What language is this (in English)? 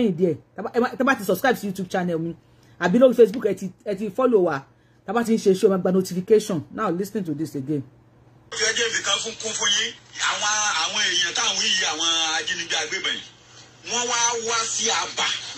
Yoruba